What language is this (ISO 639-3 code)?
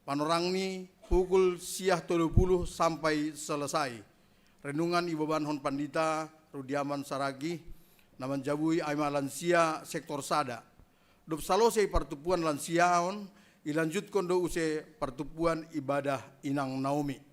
bts